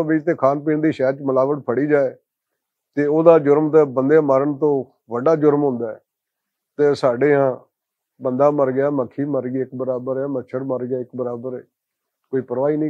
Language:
Western Panjabi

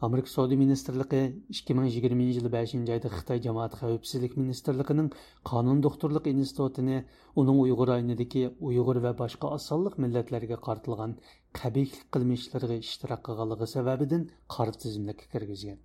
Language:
Uyghur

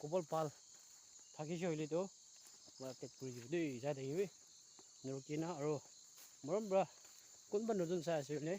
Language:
Naga Pidgin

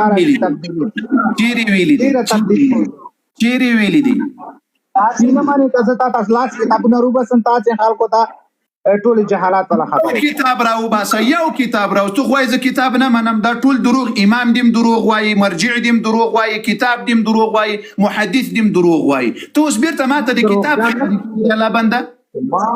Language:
Pashto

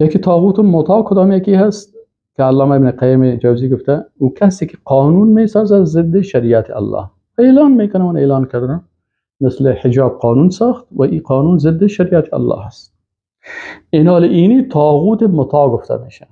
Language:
Persian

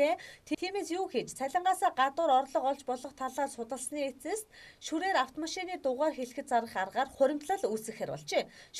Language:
Mongolian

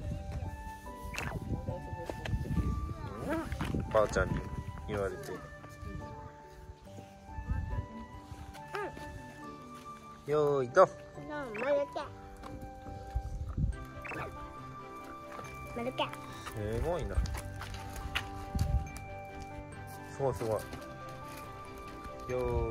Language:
Japanese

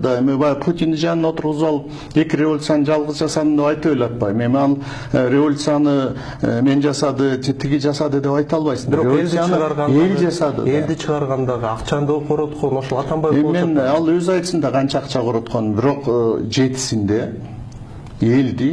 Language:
Kyrgyz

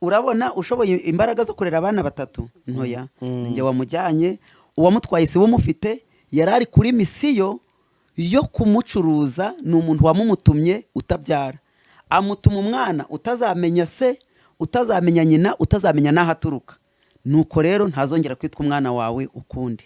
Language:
Kinyarwanda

